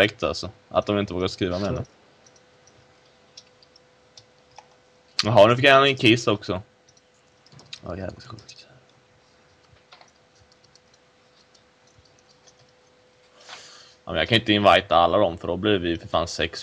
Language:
Swedish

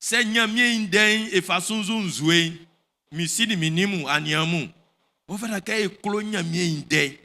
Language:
Baoulé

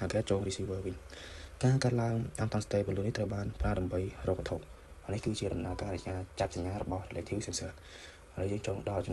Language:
Khmer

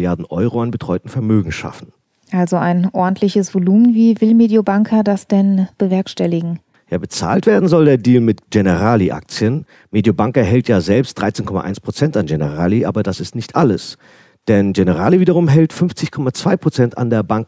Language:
German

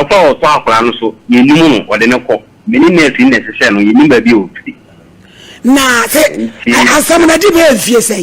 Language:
Akan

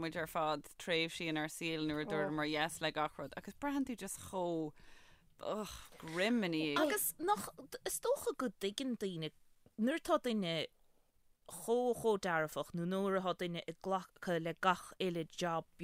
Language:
Irish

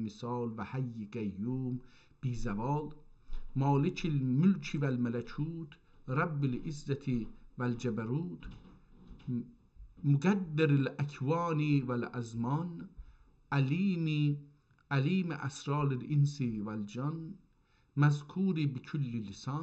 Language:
South Azerbaijani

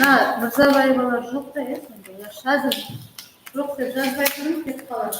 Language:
Kara-Kalpak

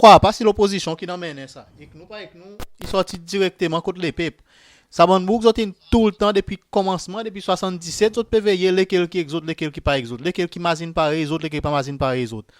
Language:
Seselwa Creole French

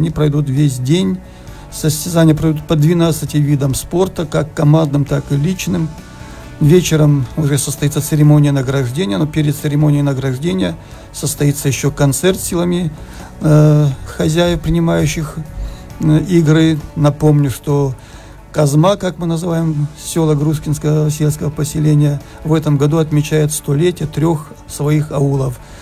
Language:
Russian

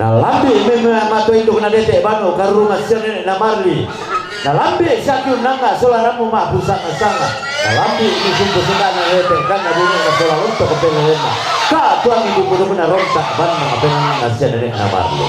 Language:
Toraja-Sa'dan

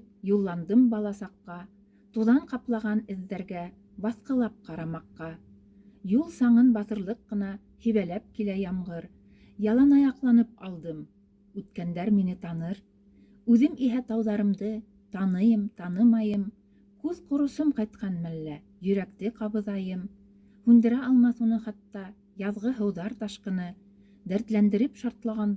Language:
Bashkir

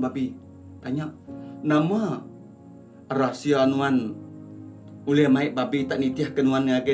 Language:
Iban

